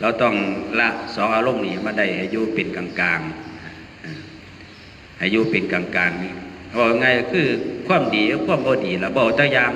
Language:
Northeastern Thai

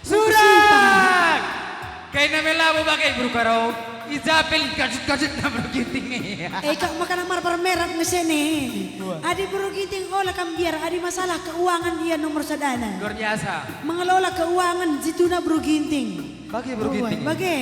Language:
Batak Karo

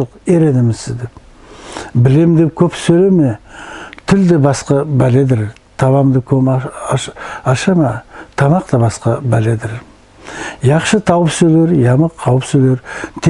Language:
Nogai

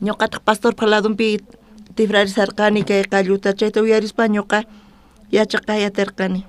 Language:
South Bolivian Quechua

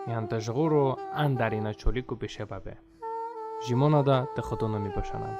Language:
Talysh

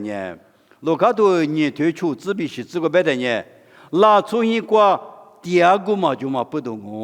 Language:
Lisu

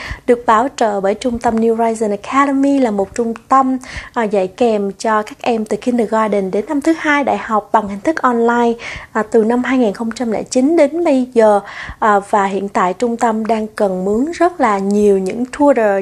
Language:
Vietnamese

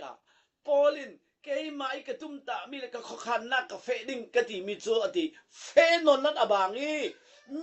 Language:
Falam Chin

